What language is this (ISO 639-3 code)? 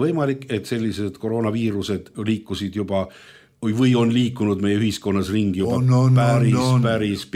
est